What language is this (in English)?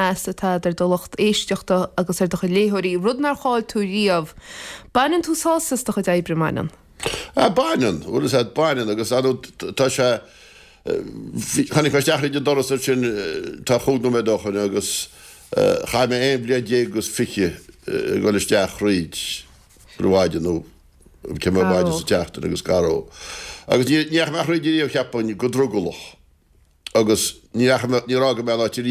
Irish